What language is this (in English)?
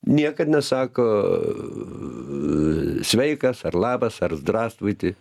Lithuanian